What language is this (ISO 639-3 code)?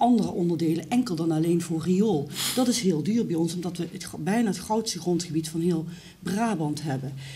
nld